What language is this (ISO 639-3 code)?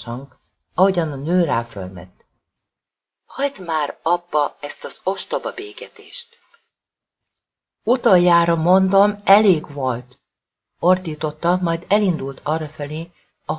hun